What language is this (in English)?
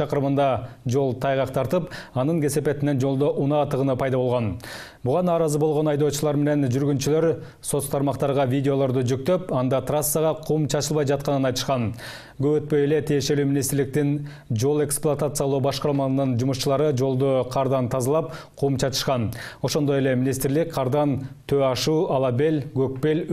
Kyrgyz